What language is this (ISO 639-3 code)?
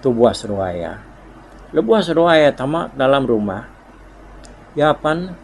iba